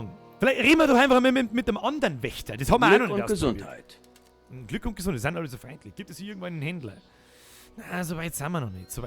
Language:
Bavarian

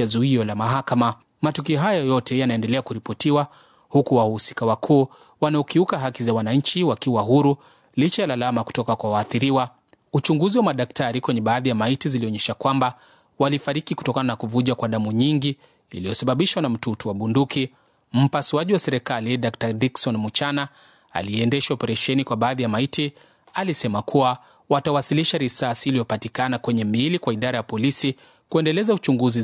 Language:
Swahili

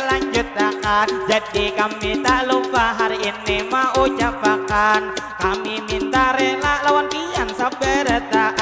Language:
Banjar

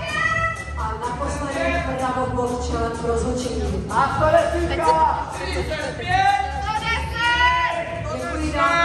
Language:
Czech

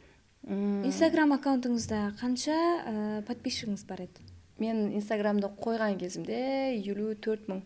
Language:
Kara-Kalpak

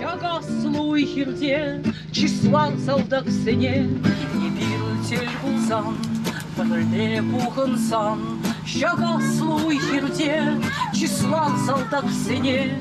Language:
Chuvash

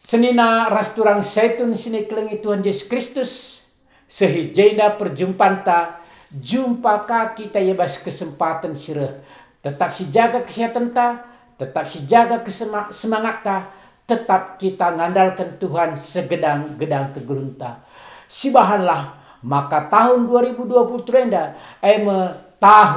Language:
Batak Karo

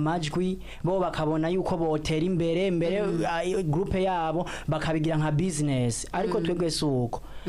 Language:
Rundi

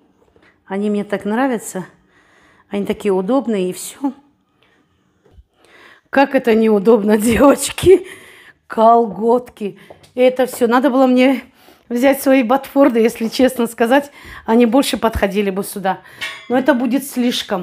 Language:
Russian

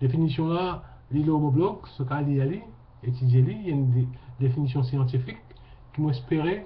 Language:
Morisyen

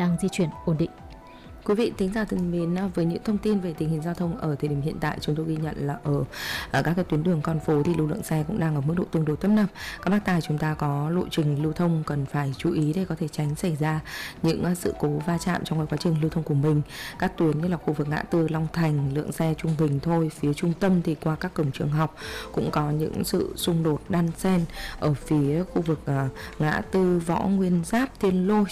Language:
Vietnamese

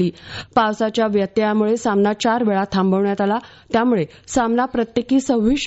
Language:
Marathi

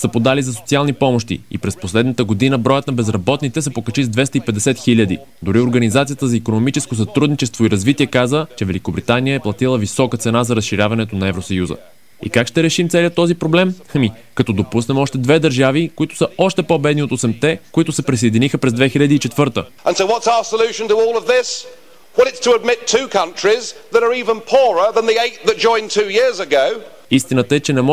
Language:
Bulgarian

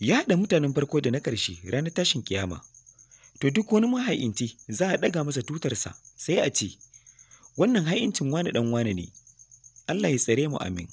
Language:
Hausa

